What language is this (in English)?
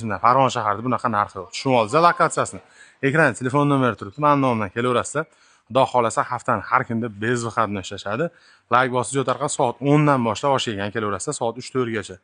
Uzbek